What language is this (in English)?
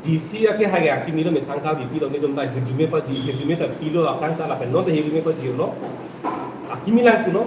Karbi